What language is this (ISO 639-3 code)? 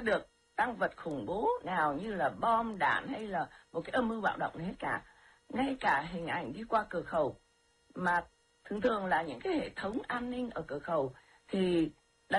vie